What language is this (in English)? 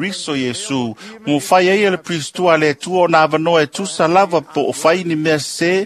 Samoan